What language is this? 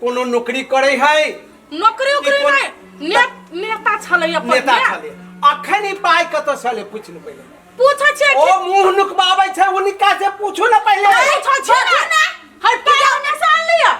Maithili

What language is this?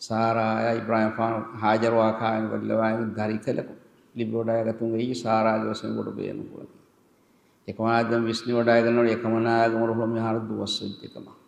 Divehi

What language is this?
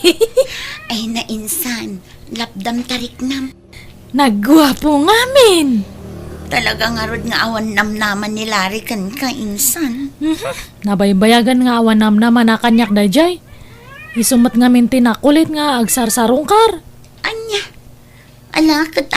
Iloko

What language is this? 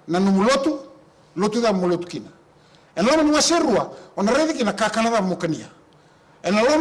Fijian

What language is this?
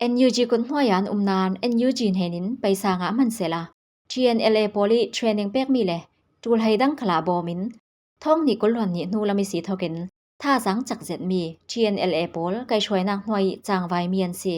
Falam Chin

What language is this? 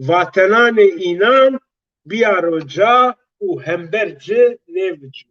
Zaza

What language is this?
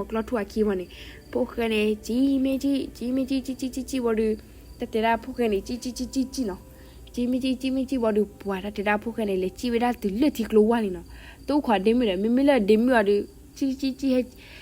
S'gaw Karen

